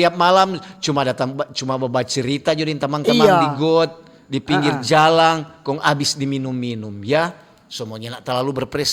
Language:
Manado Malay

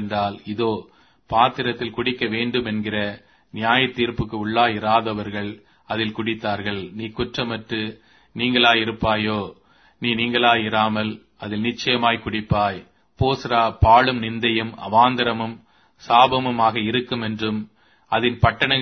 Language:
Tamil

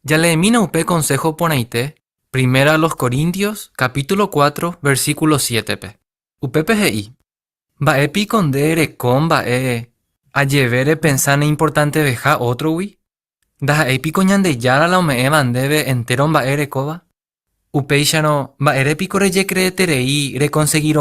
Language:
Guarani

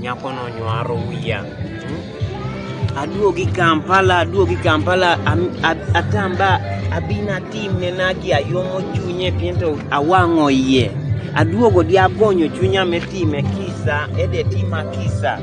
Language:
Kumam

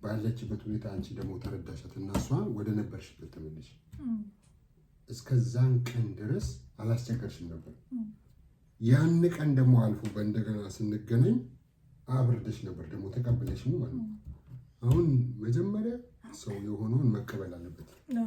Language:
Amharic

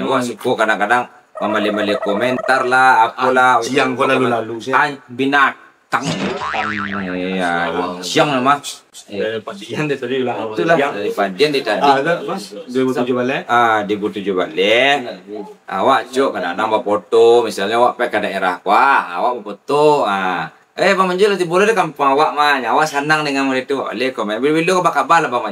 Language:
Minangkabau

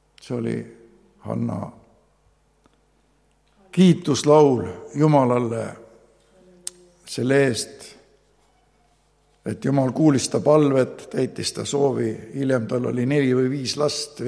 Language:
Estonian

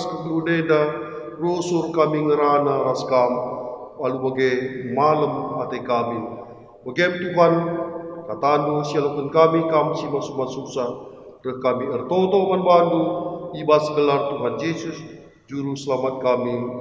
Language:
Batak Karo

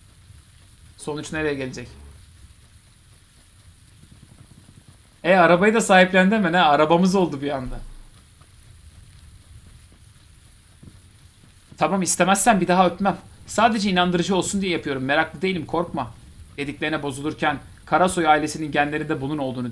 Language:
Turkish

